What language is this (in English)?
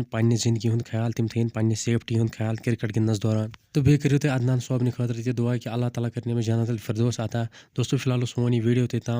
Kashmiri